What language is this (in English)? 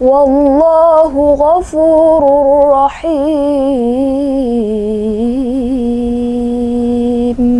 Banjar